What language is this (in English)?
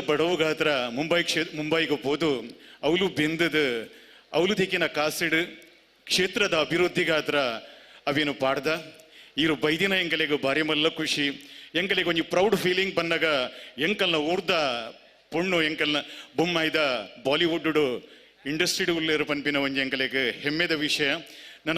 Tulu